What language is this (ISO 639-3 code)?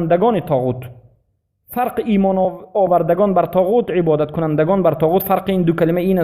fas